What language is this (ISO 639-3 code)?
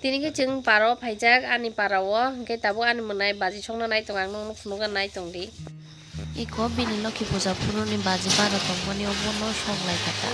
trp